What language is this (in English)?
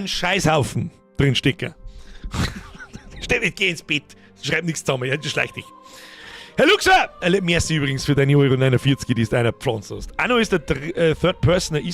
Bavarian